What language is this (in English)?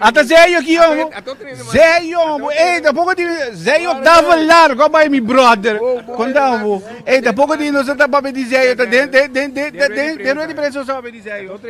Papiamento